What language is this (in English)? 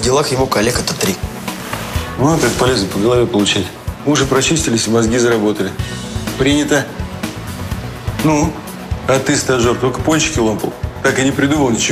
Russian